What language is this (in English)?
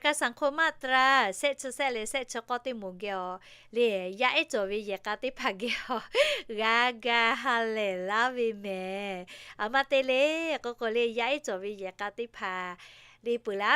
Lahu